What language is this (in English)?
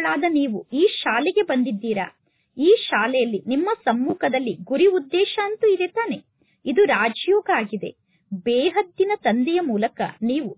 Kannada